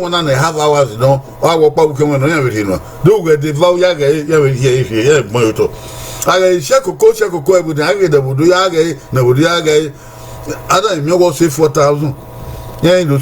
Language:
Bini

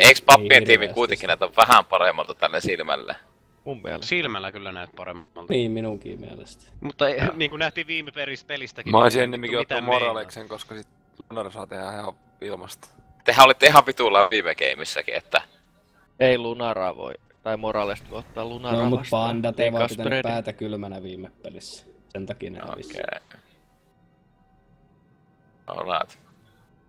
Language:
Finnish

